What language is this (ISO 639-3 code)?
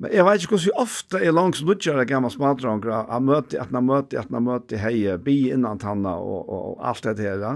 fao